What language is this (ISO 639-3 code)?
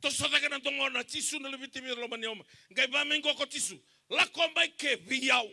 fij